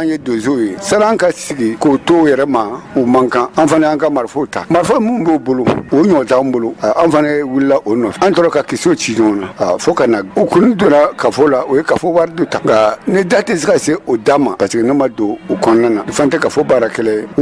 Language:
Bambara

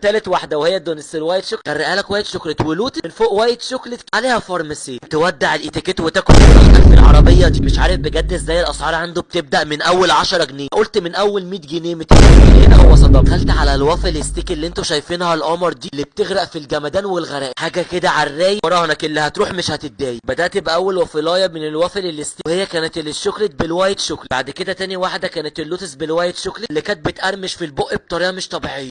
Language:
Egyptian Arabic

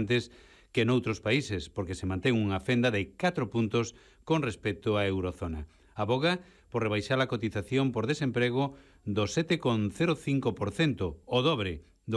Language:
Galician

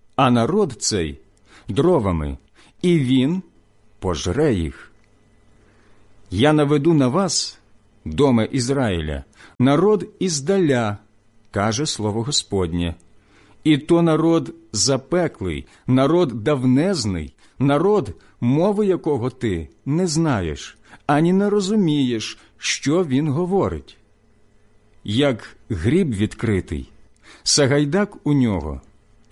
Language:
Ukrainian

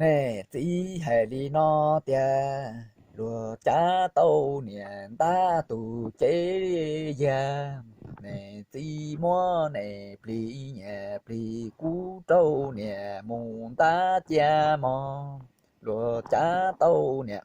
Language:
Hmong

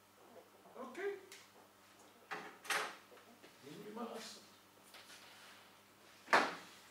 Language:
Hebrew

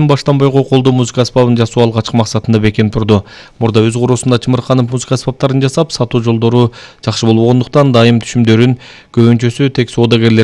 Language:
Kyrgyz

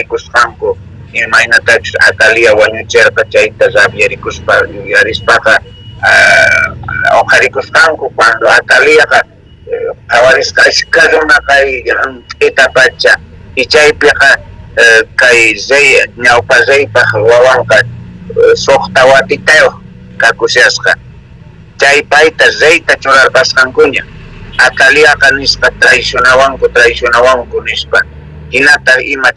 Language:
South Bolivian Quechua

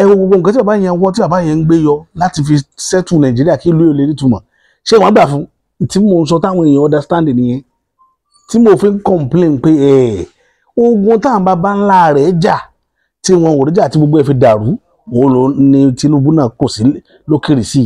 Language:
Yoruba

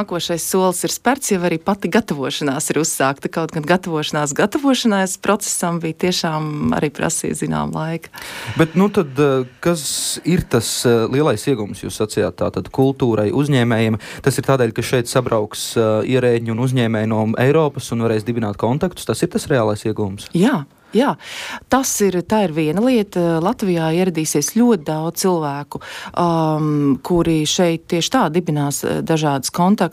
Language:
Latvian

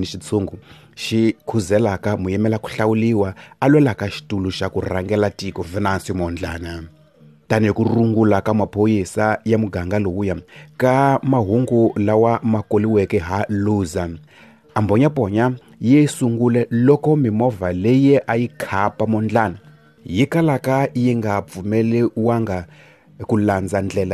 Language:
Tsonga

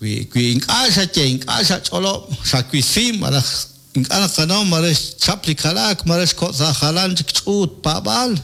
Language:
Kekchí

